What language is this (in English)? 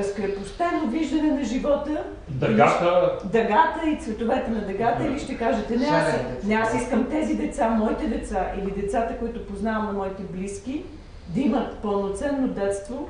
Bulgarian